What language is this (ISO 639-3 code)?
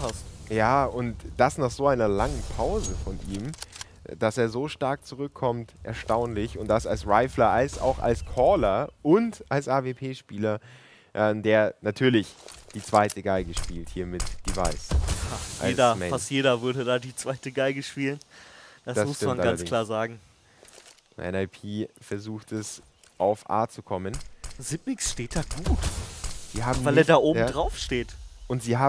deu